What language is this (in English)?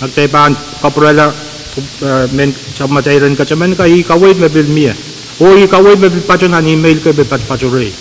Pohnpeian